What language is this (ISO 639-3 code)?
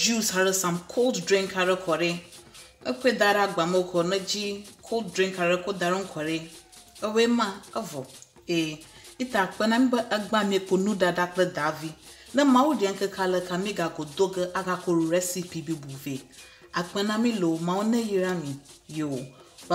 ewe